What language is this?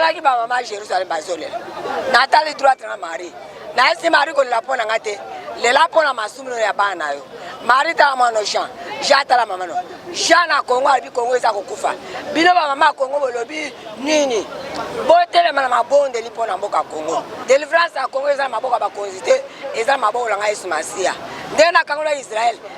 Lingala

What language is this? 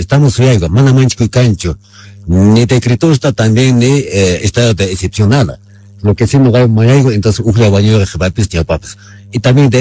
Quechua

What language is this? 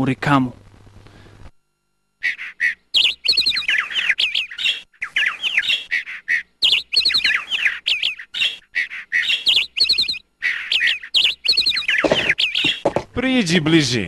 Bosnian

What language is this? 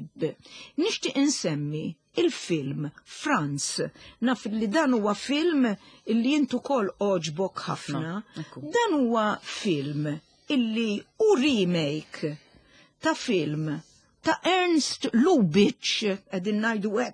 Maltese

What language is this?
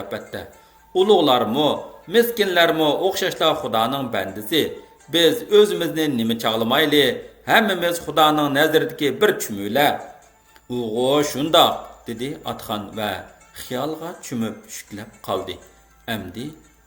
Uyghur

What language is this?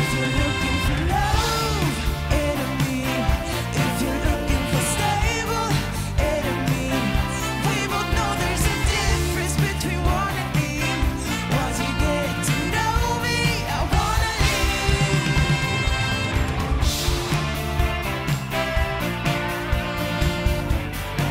Swedish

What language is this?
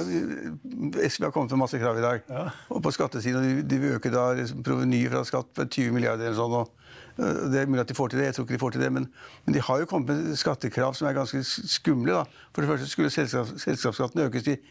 Norwegian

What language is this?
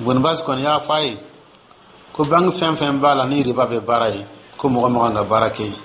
Dyula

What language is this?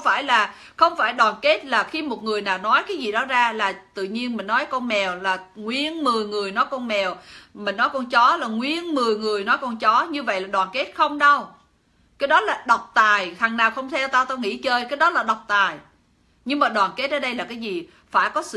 Vietnamese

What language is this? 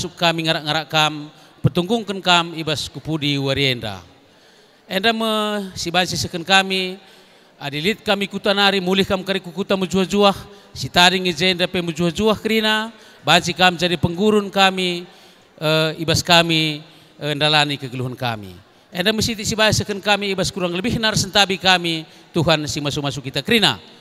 Batak Karo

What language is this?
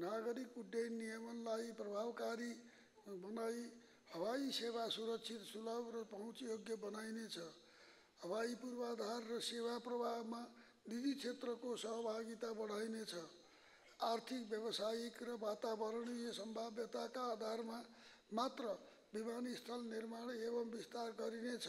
Nepali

